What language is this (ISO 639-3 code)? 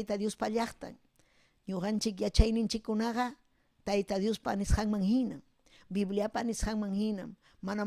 quy